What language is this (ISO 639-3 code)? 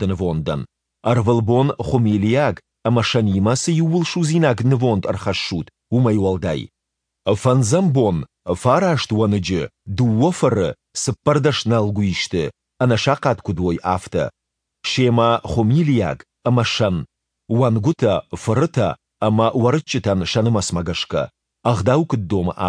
oss